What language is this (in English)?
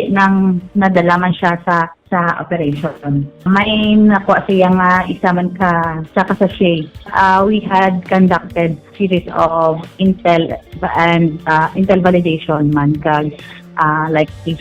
Hiligaynon